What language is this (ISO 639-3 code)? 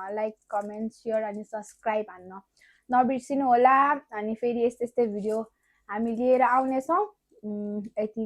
nep